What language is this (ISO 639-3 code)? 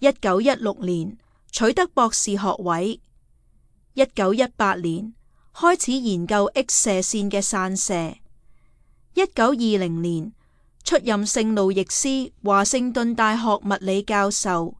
yue